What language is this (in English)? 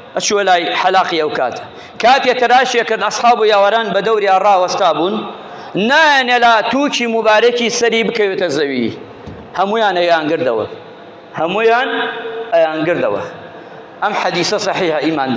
Central Kurdish